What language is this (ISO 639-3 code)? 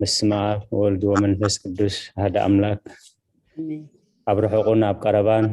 tir